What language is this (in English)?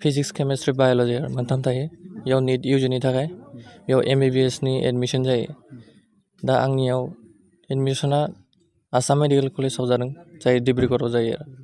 Bodo